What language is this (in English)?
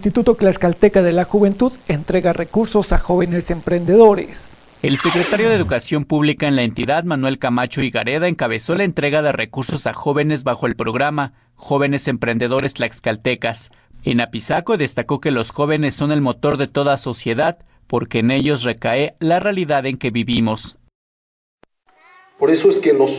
Spanish